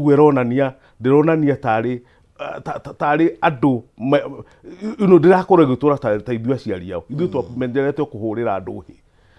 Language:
Kikuyu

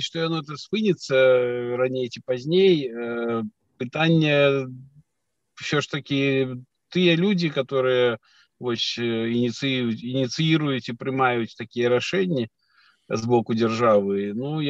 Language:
Belarusian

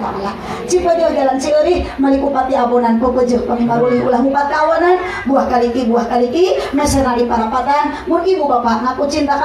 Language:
Sundanese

